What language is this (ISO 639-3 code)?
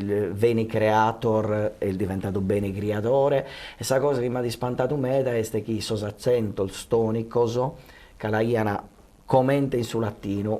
srd